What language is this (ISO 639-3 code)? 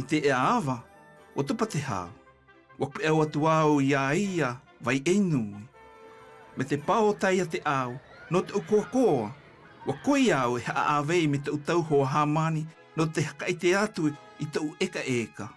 mqm